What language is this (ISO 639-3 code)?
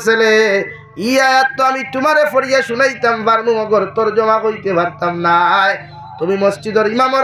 syl